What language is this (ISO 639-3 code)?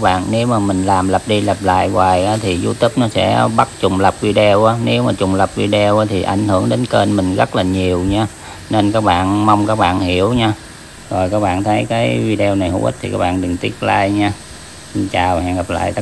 vie